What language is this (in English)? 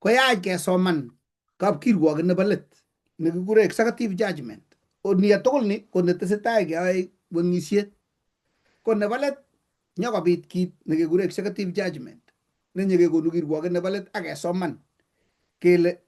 Kalenjin